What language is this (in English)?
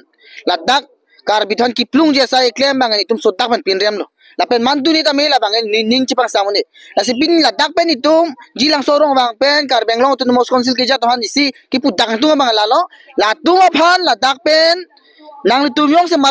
Karbi